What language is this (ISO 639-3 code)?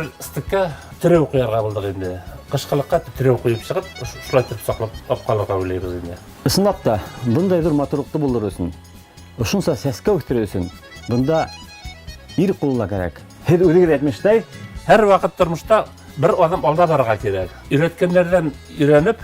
bak